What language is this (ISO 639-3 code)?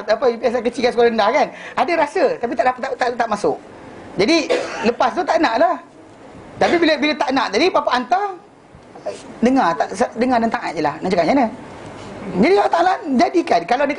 msa